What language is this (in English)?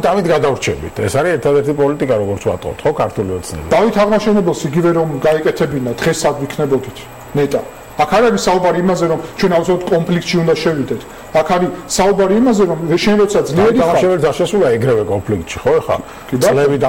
Georgian